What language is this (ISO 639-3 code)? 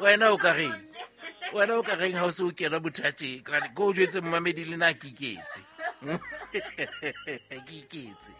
sot